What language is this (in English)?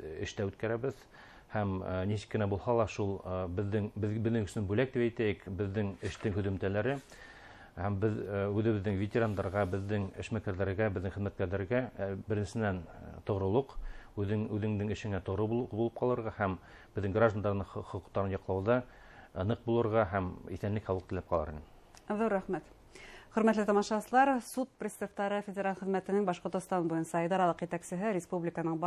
Bashkir